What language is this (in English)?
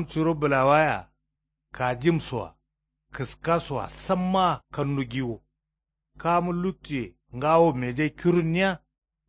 Kanuri